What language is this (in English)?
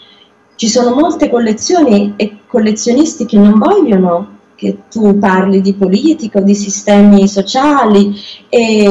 Italian